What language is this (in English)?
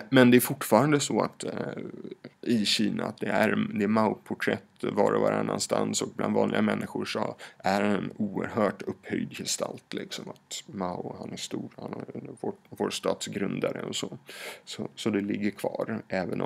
Swedish